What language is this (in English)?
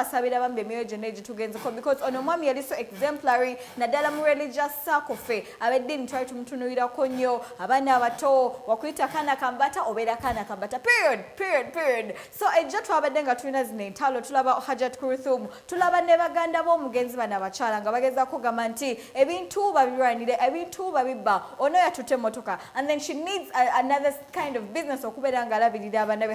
Ganda